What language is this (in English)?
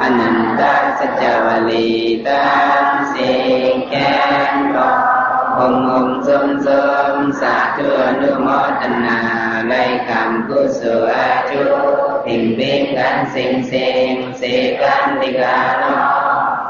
Shan